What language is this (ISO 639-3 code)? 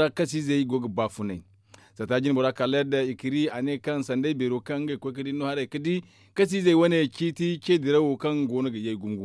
dje